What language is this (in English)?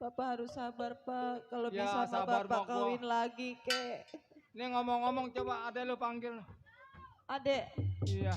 Betawi